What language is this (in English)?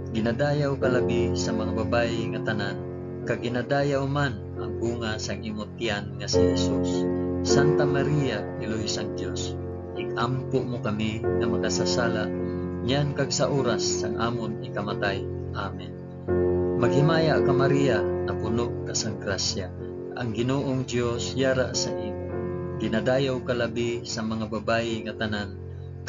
Hiligaynon